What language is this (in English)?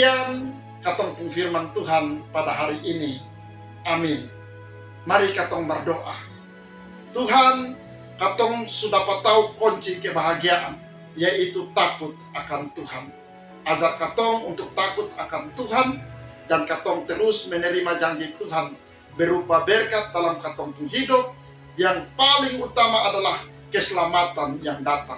Kupang Malay